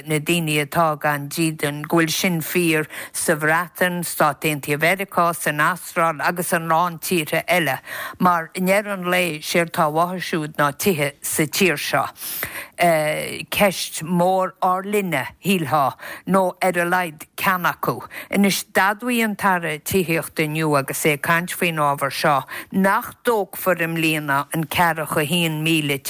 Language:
Irish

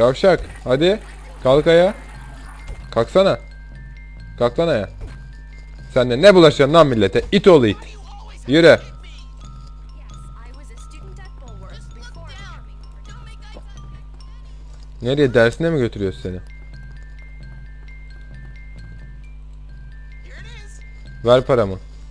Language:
Turkish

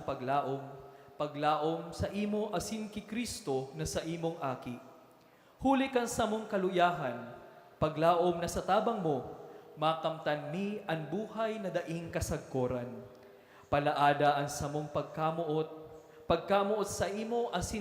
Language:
Bikol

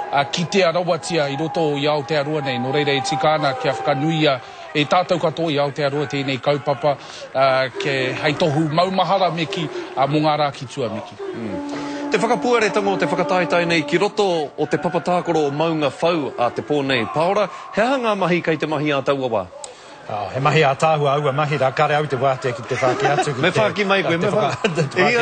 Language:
Māori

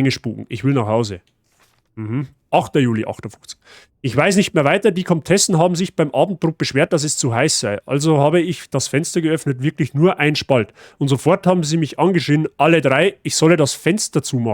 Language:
Bavarian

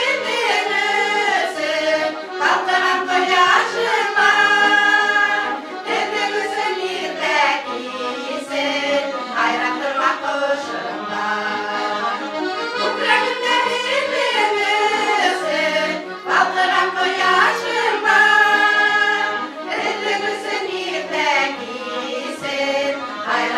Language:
Bashkir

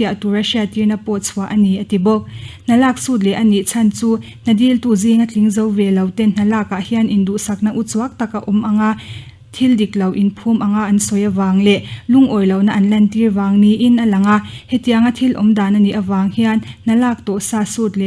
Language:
Mizo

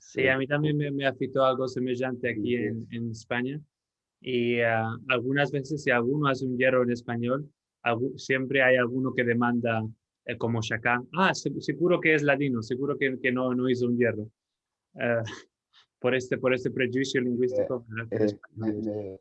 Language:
Ladino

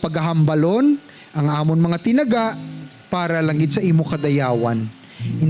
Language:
Hiligaynon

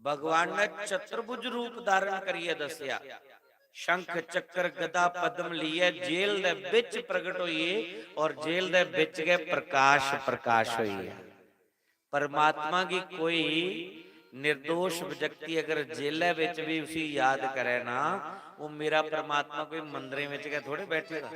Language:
Dogri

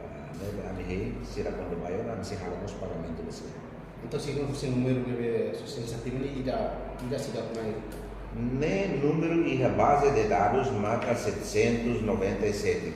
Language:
Tetum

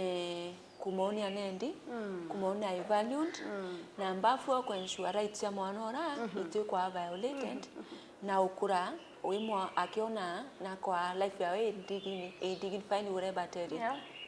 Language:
Meru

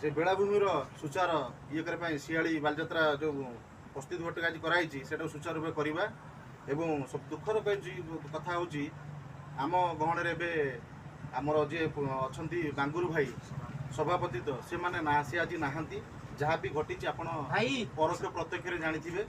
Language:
Odia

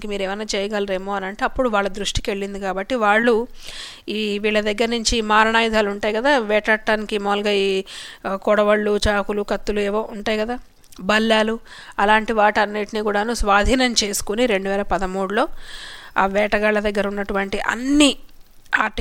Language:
Telugu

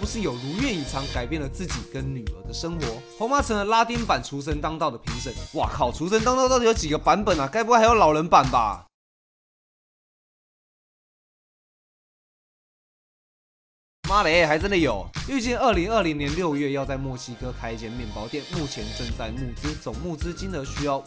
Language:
Chinese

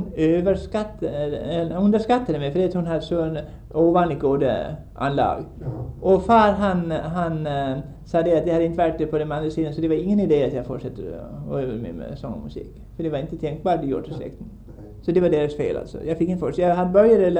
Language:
Swedish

